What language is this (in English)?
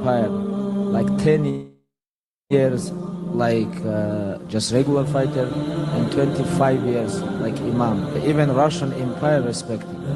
Chechen